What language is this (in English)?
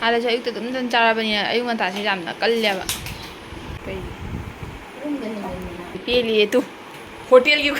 Manipuri